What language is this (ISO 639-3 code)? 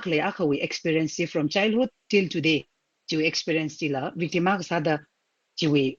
nmf